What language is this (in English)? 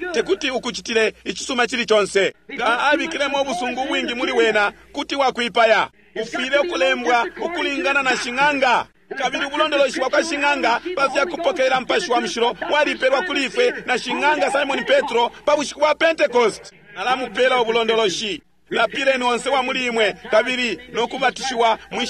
Bemba